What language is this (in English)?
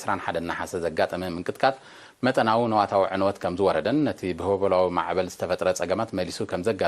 Tigrinya